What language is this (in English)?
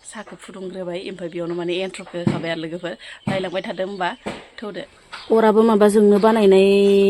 Bodo